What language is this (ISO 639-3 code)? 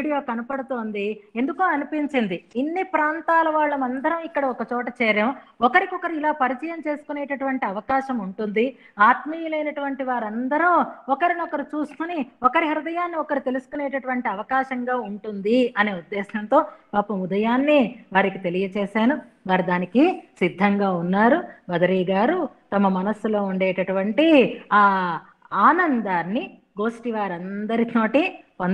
tel